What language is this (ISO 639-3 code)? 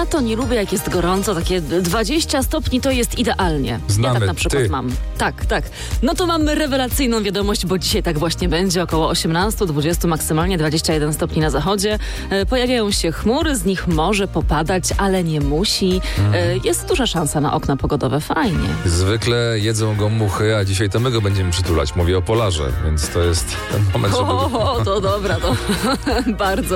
pol